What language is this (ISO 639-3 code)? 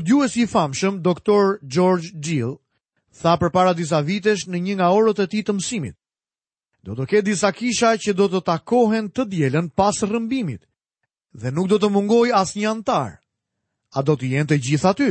sqi